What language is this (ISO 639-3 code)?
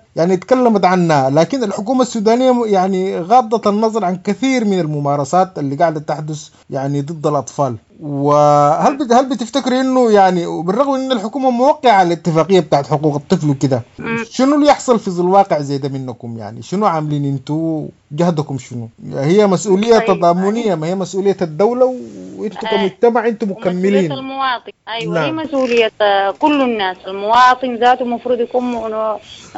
apd